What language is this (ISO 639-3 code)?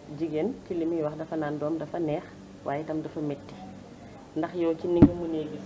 wol